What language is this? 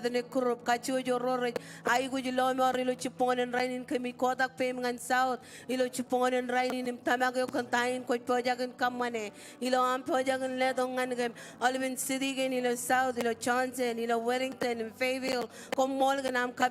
Marshallese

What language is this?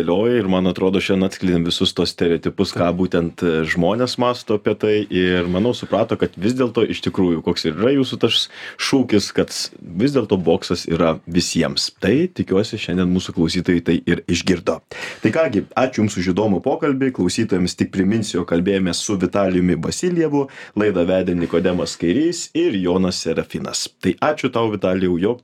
Lithuanian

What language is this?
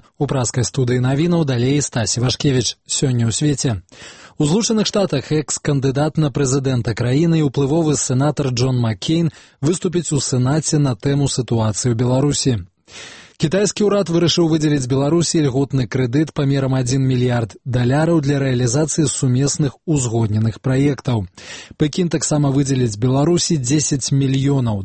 Belarusian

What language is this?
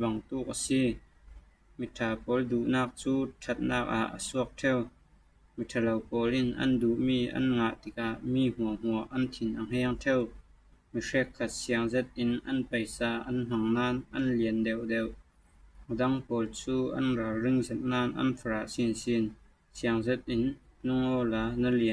Falam Chin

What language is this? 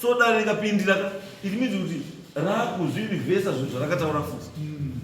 Shona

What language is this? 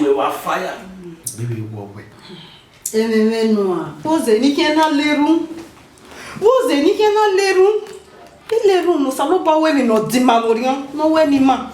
Bini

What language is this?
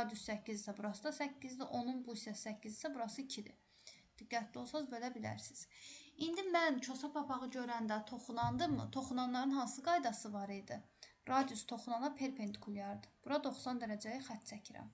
Azerbaijani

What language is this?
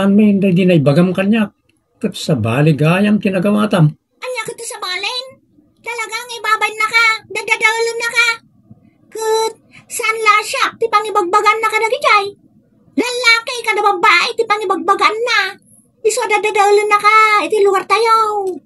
Iloko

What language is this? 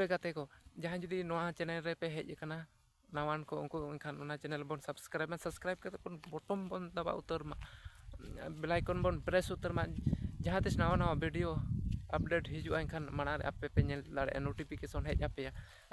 Santali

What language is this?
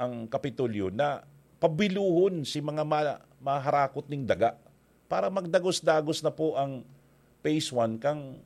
Bikol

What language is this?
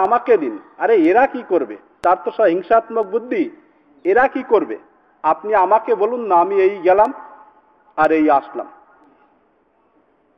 Bangla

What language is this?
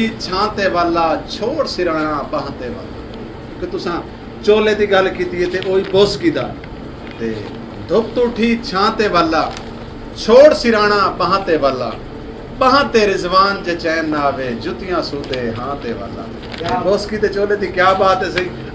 Saraiki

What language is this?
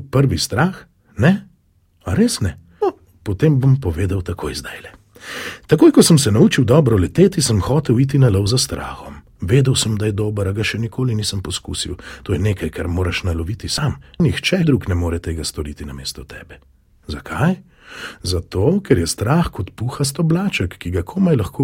Slovenian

